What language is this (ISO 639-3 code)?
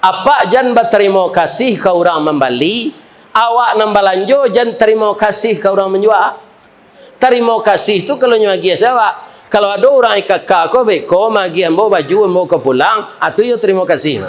min